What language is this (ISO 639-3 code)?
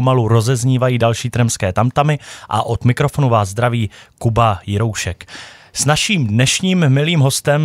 ces